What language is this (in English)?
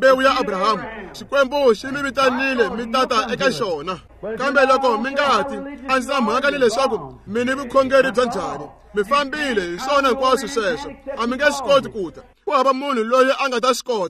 Tsonga